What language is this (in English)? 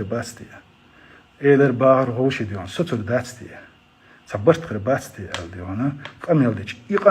Chechen